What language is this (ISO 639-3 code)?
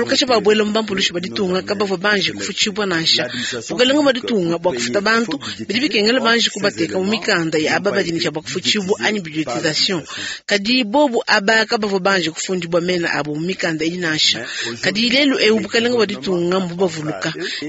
lua